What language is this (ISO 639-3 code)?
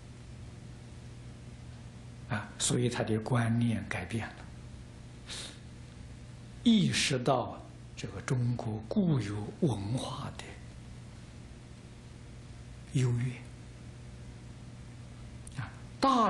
zho